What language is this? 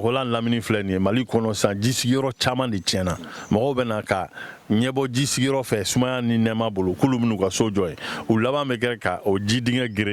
Bambara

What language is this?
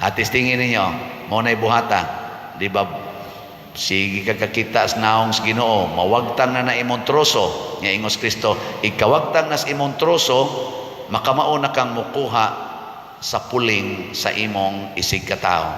Cebuano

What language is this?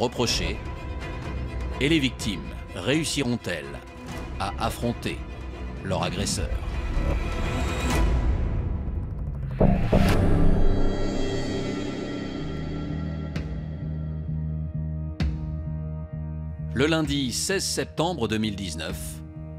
French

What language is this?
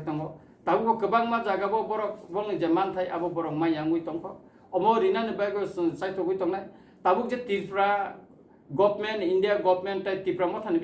Kok Borok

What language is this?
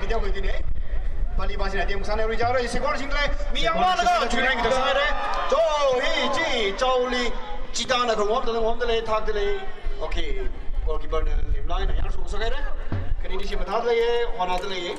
Tangkhul Naga (India)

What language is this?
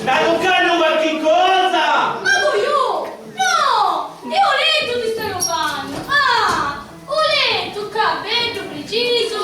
Sicilian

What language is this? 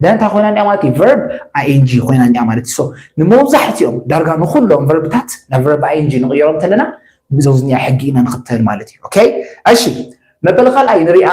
Tigrinya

